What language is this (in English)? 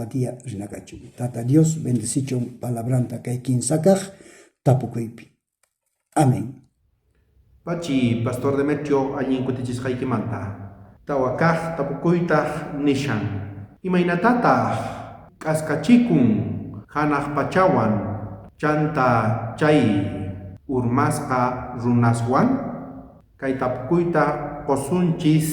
South Bolivian Quechua